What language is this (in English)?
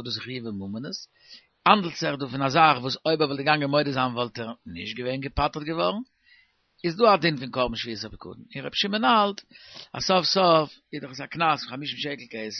Yiddish